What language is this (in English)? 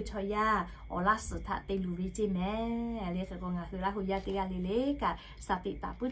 Lahu